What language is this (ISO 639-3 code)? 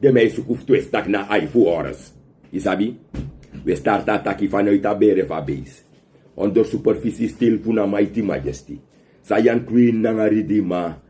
srn